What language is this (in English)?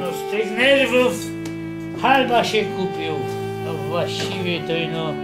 Silesian